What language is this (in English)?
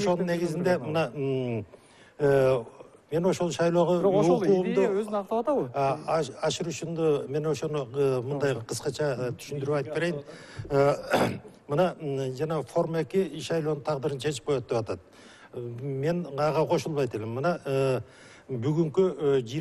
Kyrgyz